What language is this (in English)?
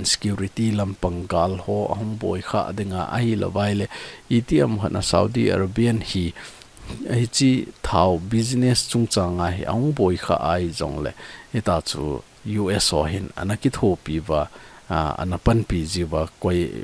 Thado Chin